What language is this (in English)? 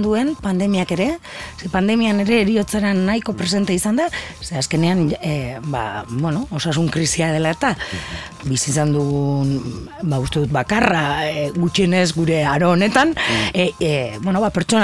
Basque